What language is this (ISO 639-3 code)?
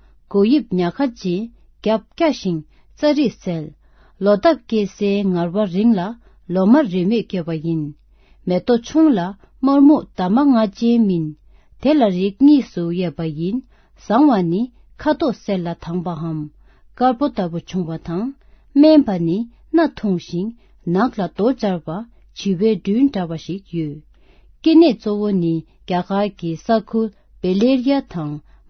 bod